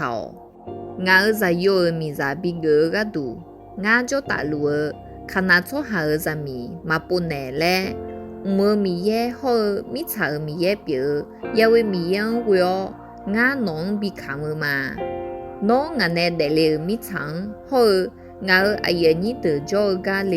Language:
Akha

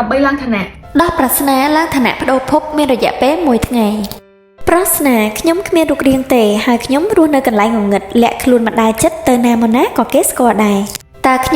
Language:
Khmer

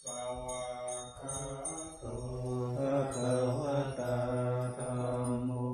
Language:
Pali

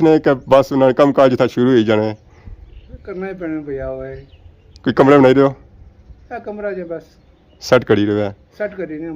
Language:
Pahari-Potwari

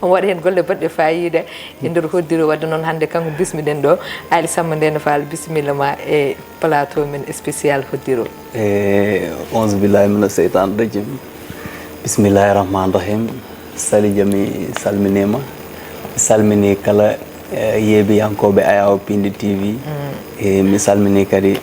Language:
Fula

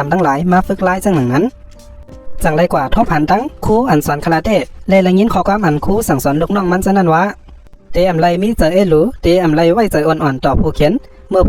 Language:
Shan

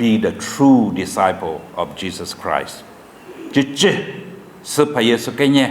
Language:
Lisu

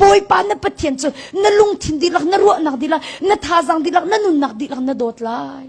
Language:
Hakha Chin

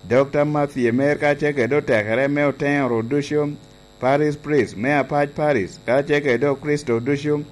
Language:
Lango (Uganda)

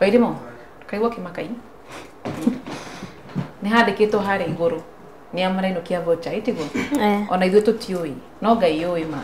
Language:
Kikuyu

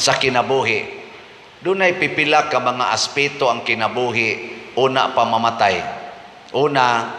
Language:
Cebuano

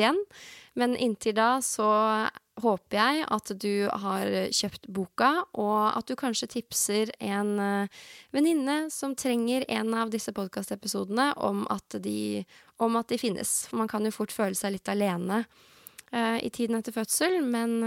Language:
Norwegian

